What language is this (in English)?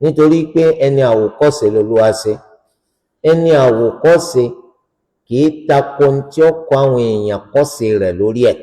Yoruba